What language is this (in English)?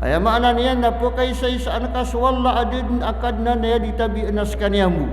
Maranao